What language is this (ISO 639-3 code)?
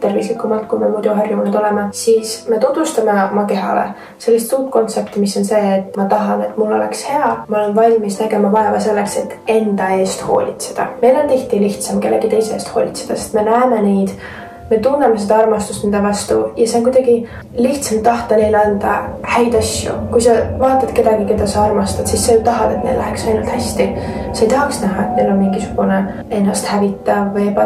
est